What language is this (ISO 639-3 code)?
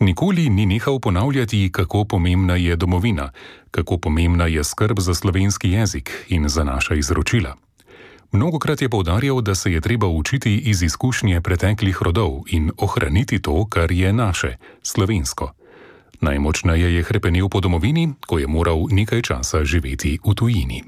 slv